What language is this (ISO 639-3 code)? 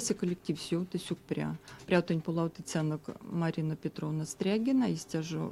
myv